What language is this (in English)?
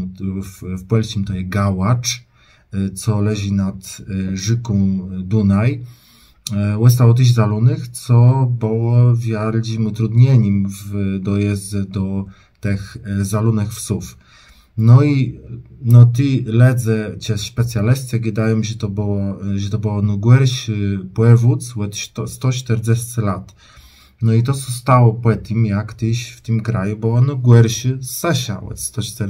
Kashubian